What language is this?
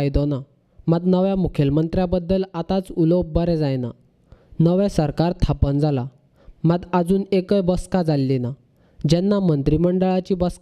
Konkani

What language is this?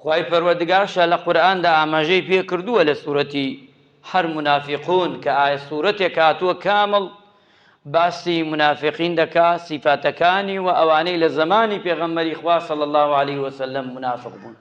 Central Kurdish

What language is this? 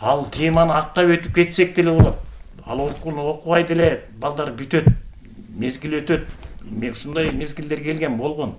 Kyrgyz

